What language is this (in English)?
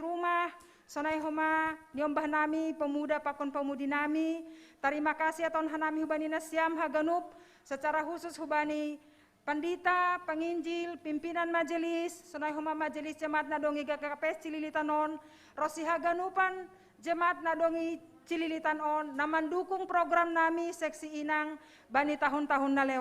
Batak Simalungun